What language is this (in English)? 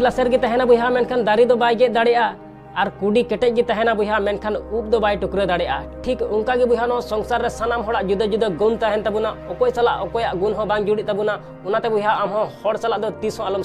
Santali